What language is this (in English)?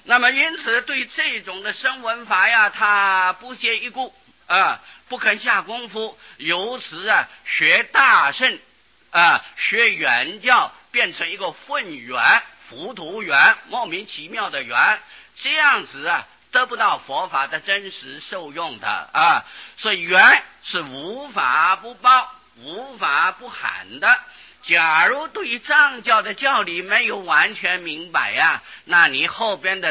Chinese